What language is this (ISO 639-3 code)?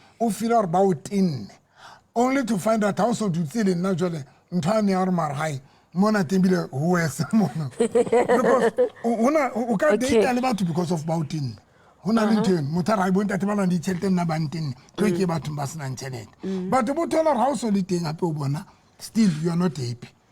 sot